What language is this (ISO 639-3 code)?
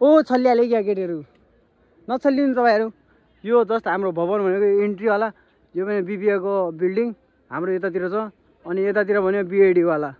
nep